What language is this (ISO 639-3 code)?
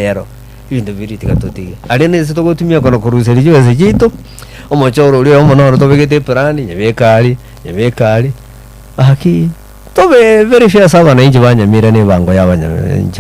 guz